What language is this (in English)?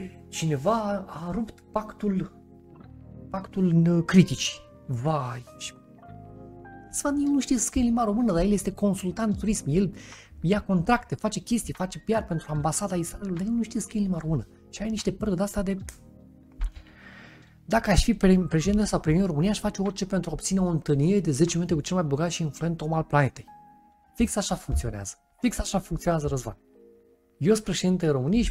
Romanian